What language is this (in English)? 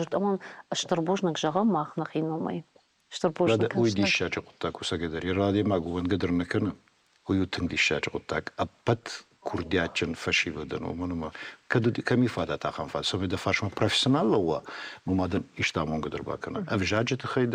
Ossetic